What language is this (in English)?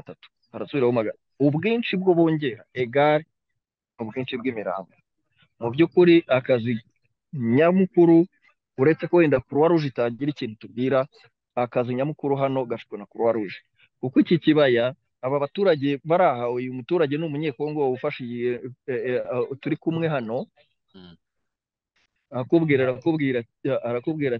Kinyarwanda